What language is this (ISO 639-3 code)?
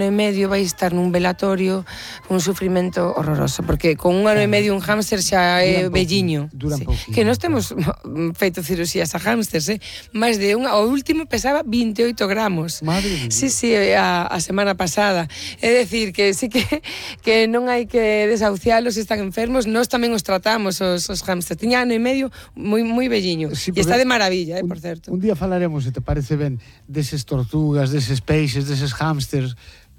glg